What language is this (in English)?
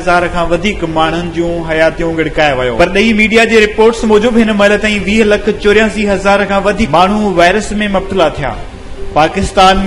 Sindhi